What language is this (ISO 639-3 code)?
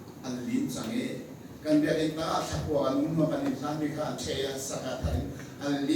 cnh